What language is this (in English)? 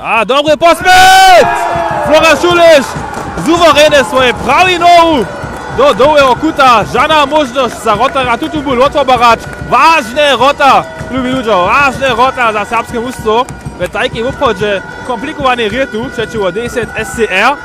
Upper Sorbian